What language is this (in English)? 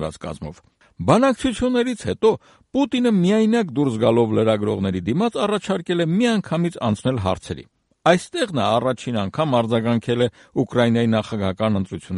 Armenian